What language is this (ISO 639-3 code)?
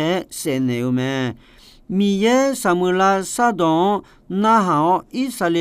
ahk